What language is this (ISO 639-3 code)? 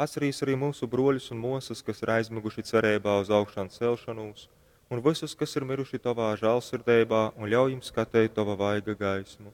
ltg